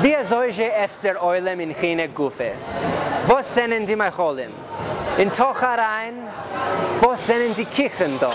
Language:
Yiddish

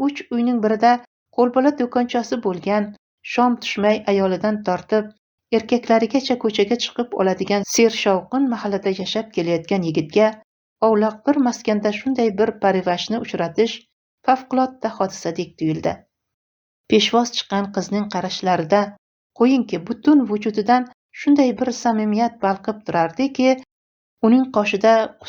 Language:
Uzbek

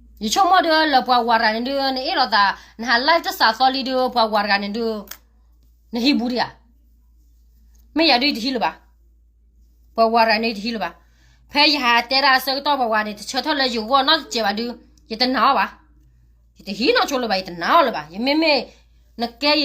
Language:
S'gaw Karen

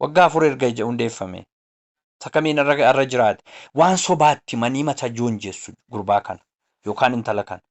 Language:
Oromo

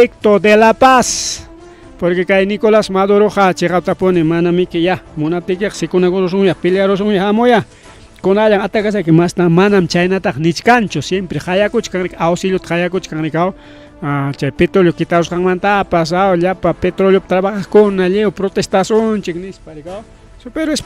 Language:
Ayacucho Quechua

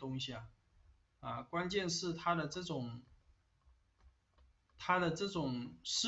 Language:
Chinese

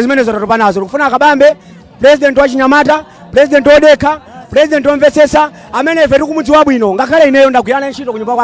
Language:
Nyanja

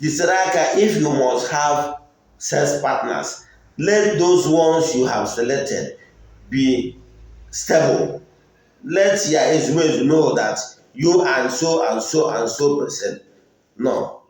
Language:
Igbo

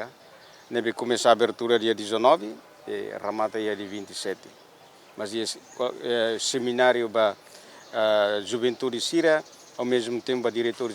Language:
Tetum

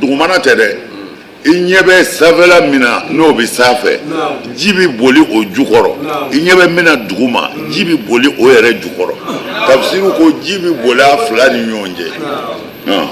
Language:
Bambara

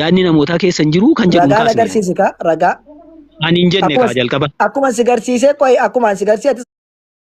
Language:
Oromo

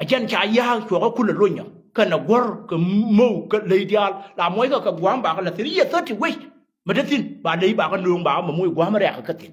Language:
Nuer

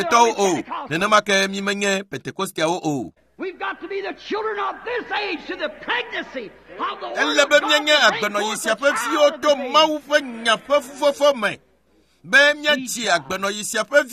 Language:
Ewe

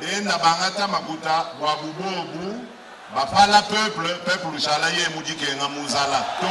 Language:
Luba-Lulua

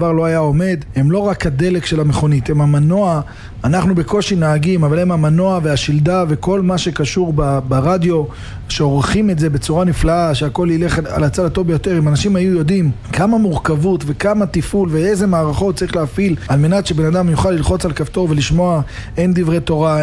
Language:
Hebrew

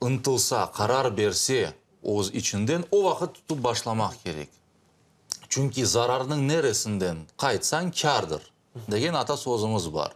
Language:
Crimean Tatar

